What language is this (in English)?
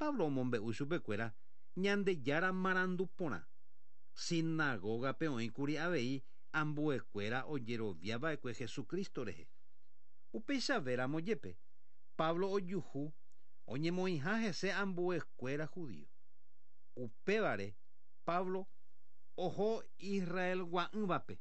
Guarani